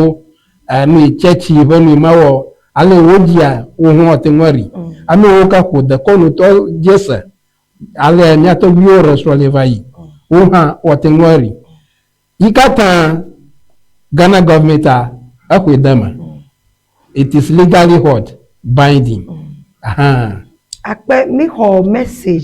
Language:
Ewe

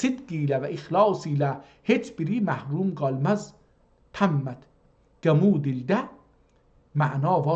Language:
South Azerbaijani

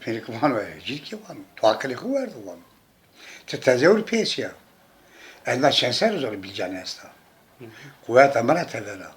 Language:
Zaza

